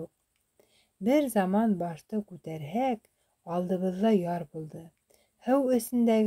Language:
Bashkir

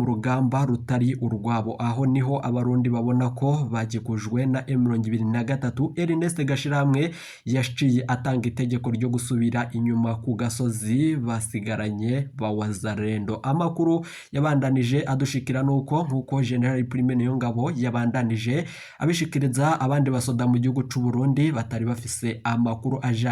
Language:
Rundi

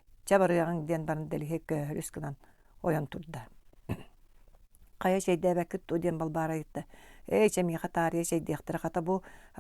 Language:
Yakut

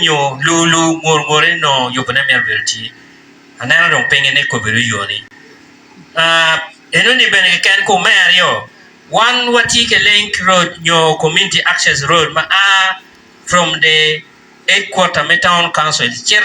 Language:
Acoli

